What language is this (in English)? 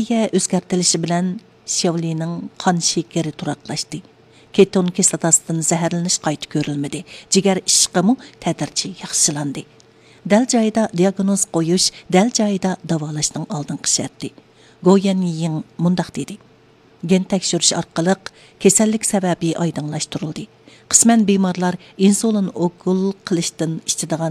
Uyghur